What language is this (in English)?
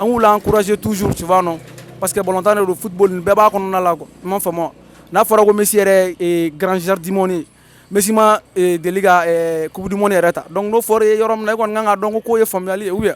Bambara